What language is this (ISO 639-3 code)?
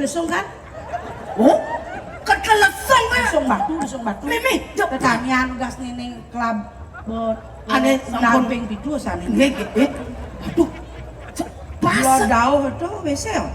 ban